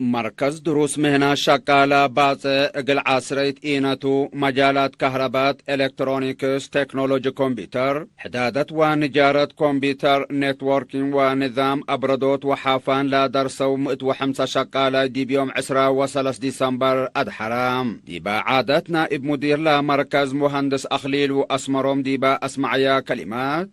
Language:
Tigre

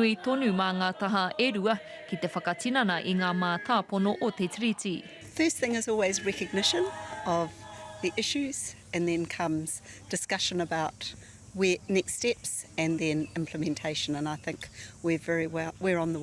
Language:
Māori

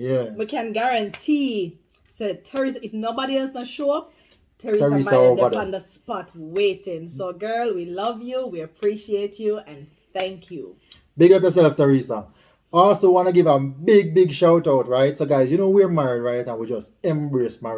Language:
Jamaican Creole English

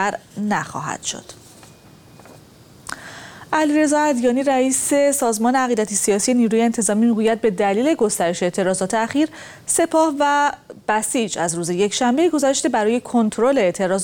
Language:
Persian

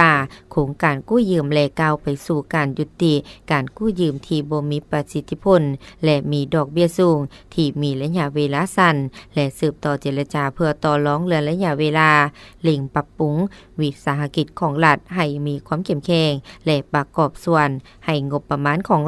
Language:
Lao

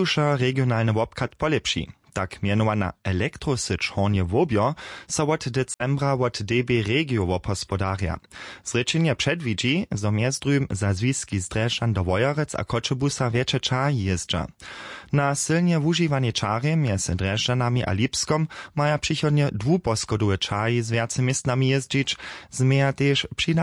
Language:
Upper Sorbian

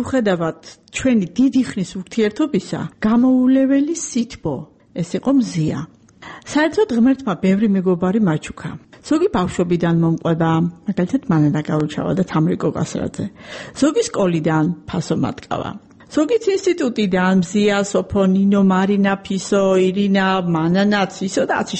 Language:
Georgian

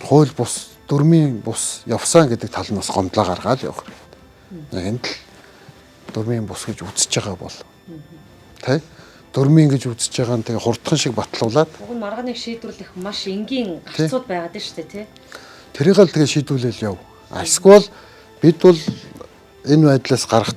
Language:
Mongolian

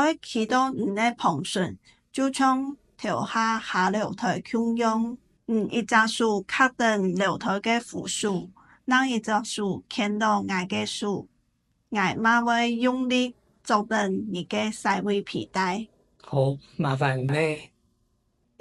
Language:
Hakka Chinese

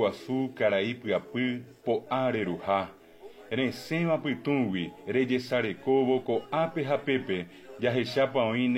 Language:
Guarani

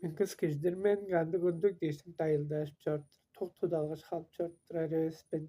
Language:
Tuvinian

